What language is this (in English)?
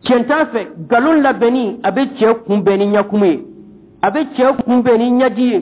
Dyula